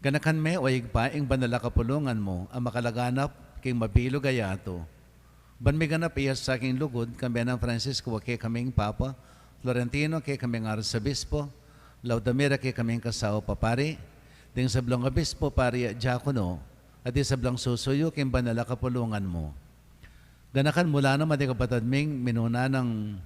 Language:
Pampanga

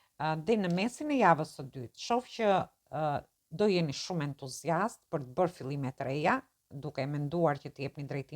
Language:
Albanian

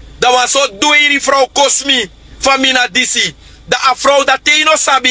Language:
Sranan Tongo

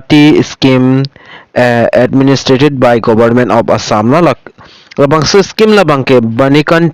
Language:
Karbi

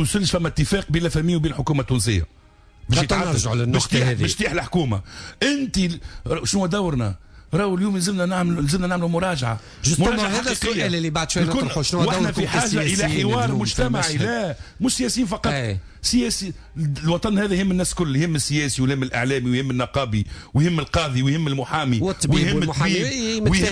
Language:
Tunisian Arabic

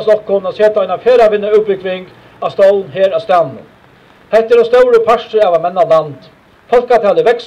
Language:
Faroese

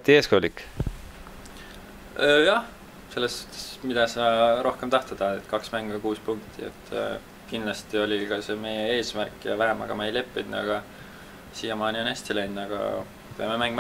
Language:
Estonian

